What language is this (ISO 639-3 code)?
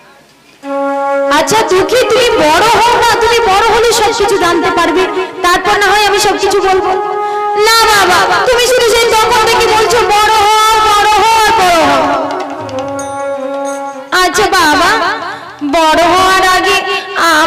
ben